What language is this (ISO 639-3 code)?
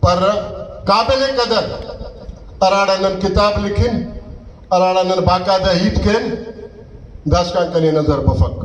brh